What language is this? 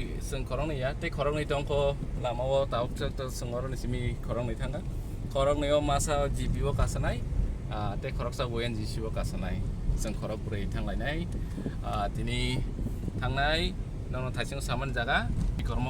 Kok Borok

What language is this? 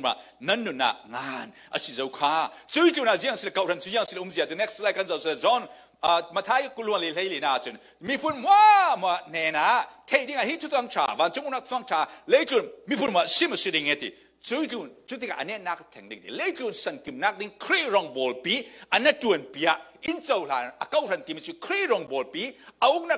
Falam Chin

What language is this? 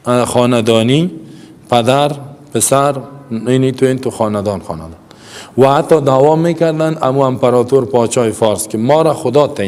Persian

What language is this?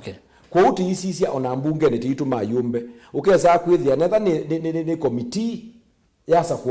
Kamba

